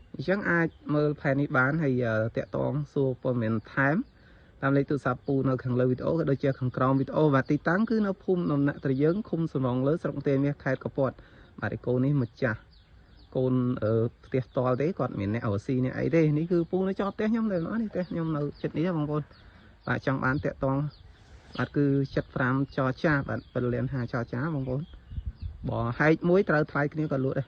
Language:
Khmer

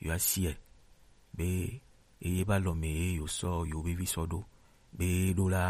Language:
Gen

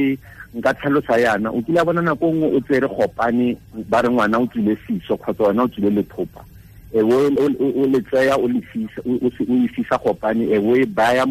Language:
Tswana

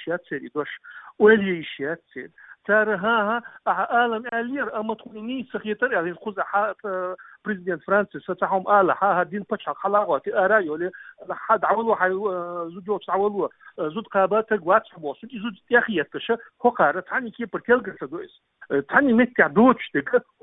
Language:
Chechen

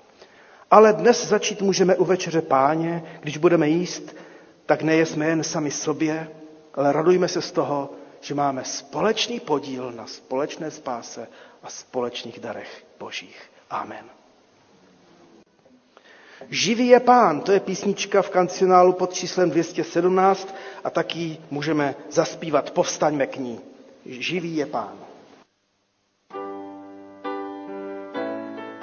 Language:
Czech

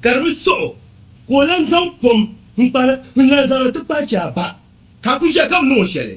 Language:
Dagbani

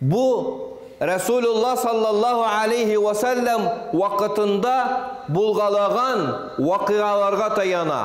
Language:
Tatar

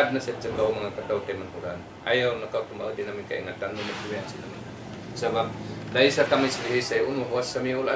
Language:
Tausug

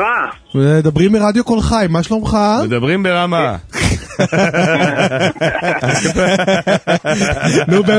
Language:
Hebrew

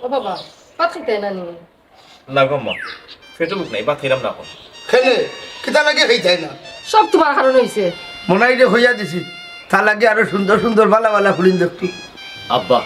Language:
Sylheti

